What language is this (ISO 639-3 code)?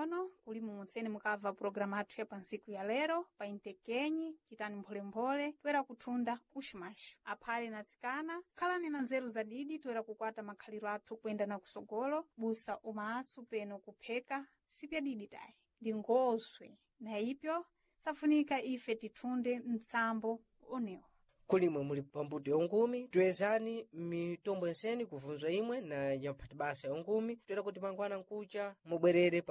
seh